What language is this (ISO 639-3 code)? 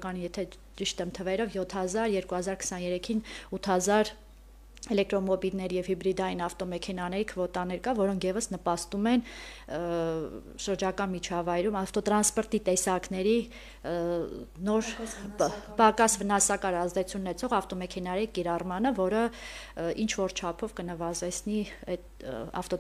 hye